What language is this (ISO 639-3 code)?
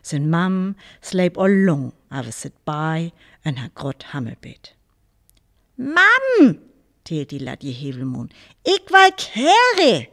frr